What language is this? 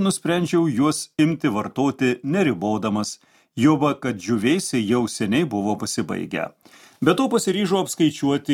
Lithuanian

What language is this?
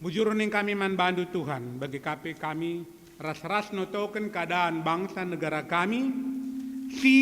Batak Karo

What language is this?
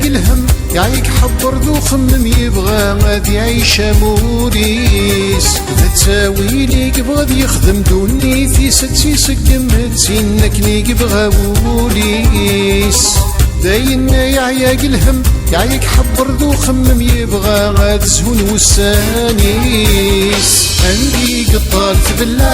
Kabyle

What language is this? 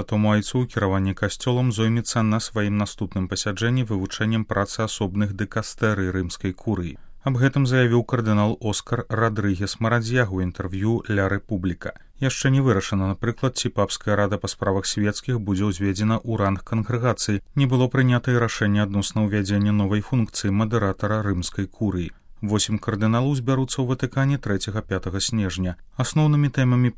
Belarusian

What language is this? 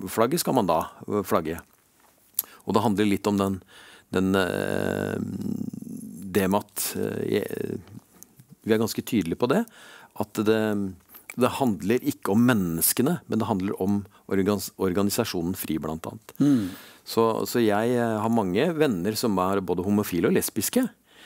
Norwegian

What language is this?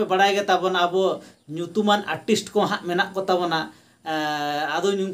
Santali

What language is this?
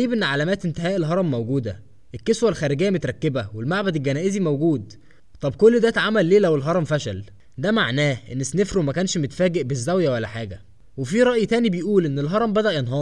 Egyptian Arabic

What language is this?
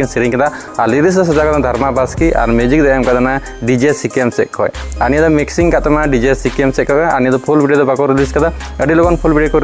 Santali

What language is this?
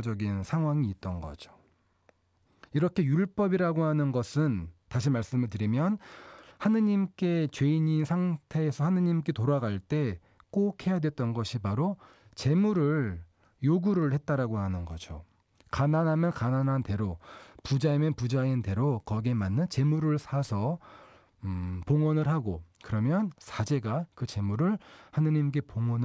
Korean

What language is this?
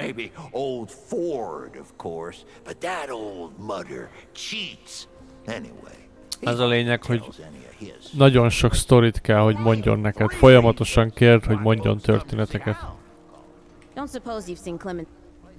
Hungarian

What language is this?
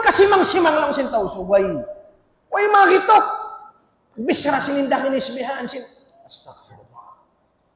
Tausug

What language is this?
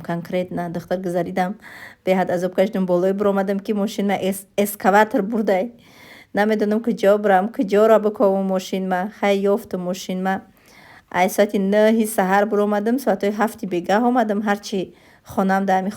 Tajik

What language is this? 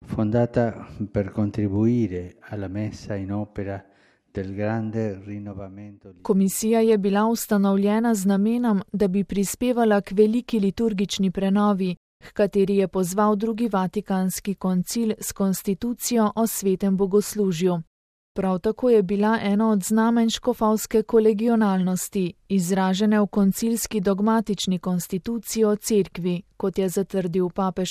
Slovenian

